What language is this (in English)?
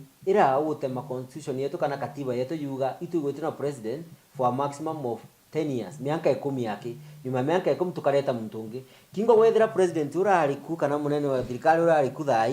Meru